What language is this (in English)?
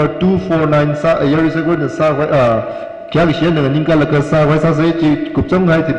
Tangkhul Naga (India)